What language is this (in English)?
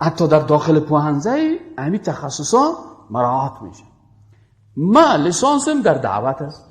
Persian